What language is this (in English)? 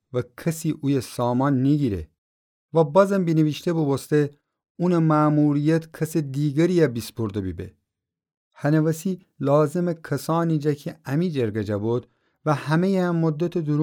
Gilaki